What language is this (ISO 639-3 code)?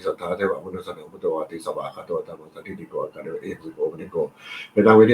pli